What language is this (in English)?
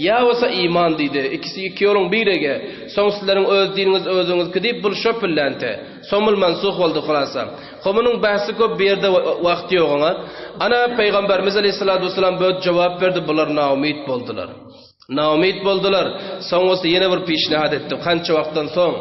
Turkmen